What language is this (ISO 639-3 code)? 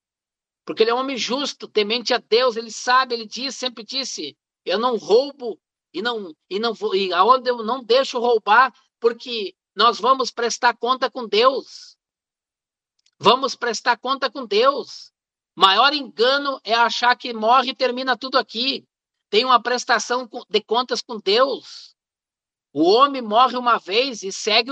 por